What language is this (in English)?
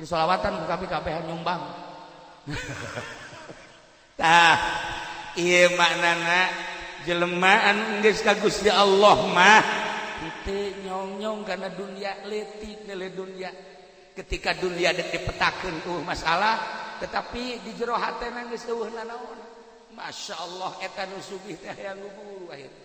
Sundanese